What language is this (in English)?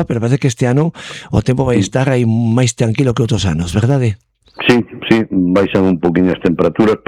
Galician